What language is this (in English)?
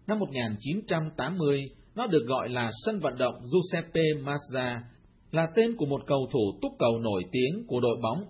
Vietnamese